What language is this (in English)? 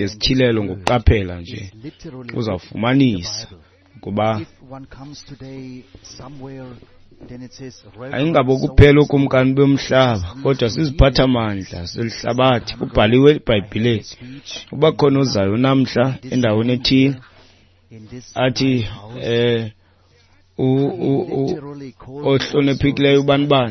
Xhosa